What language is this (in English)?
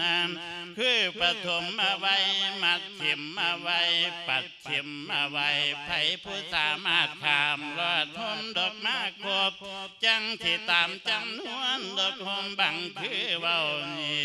Lao